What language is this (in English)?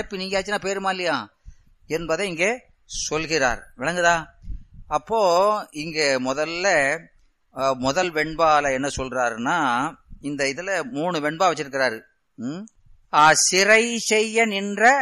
Tamil